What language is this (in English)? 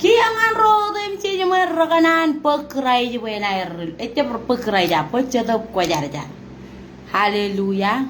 Marshallese